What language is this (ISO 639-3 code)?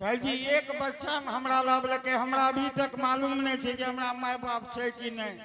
anp